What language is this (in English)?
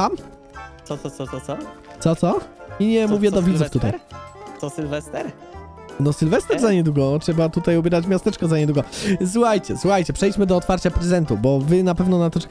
Polish